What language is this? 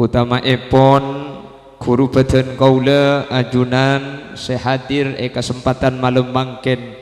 Madurese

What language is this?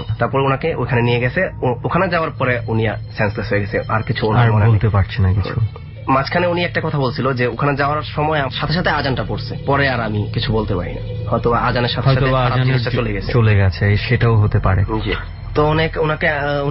Bangla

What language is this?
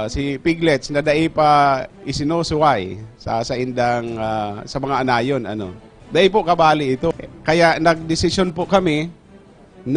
Bikol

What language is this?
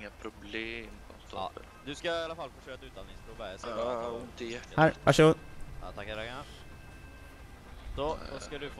Swedish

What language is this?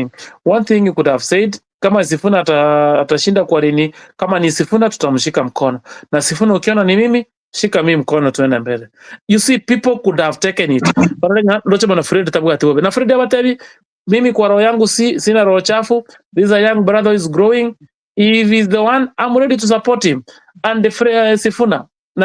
Gusii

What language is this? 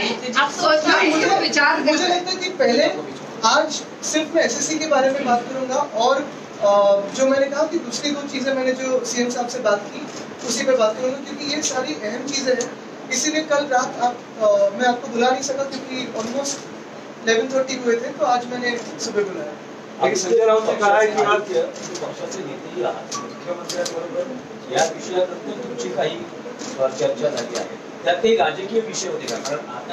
Marathi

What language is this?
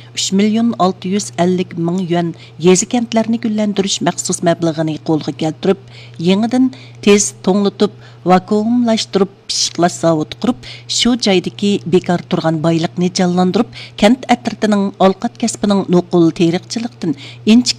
Uyghur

